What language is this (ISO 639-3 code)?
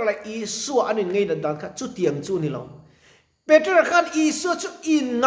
lus